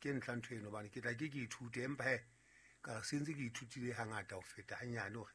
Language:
Southern Sotho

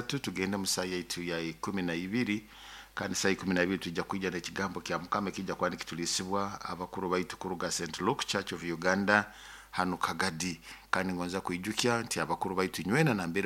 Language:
Nyoro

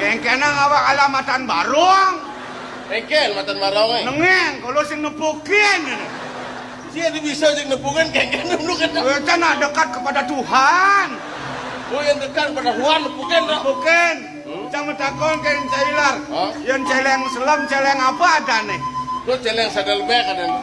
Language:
Balinese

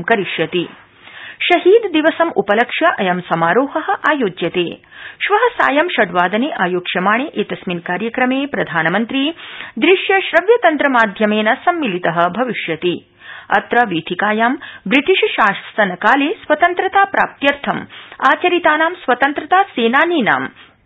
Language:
Sanskrit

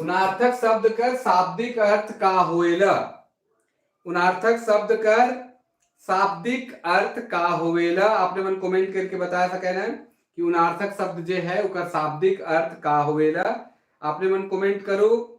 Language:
Sadri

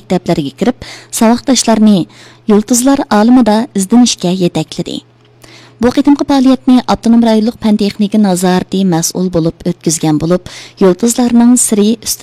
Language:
Uyghur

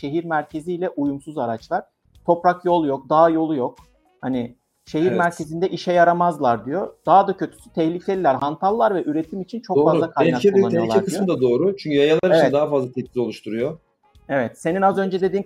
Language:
Turkish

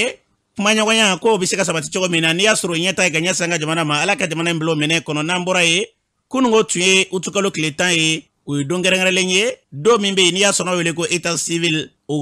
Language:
Bambara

